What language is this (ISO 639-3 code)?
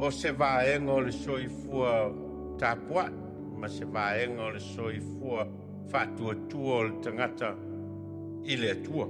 smo